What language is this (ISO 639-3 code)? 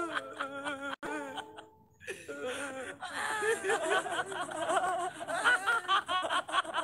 kir